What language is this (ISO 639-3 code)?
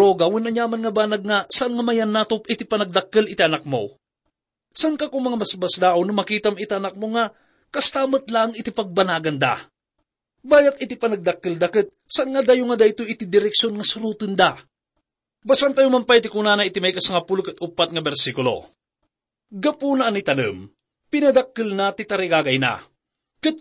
ilo